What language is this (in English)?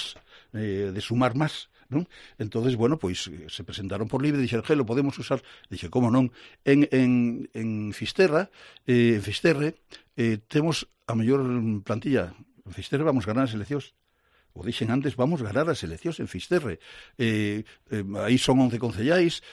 Galician